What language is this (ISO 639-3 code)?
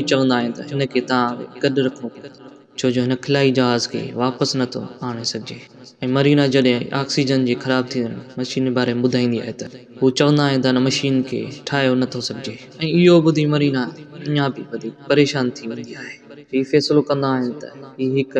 snd